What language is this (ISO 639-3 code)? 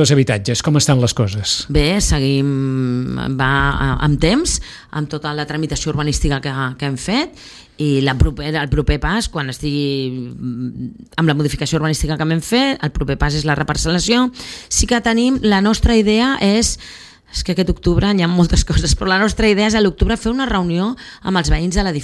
cat